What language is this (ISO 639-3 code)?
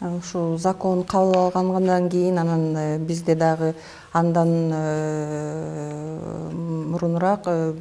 kir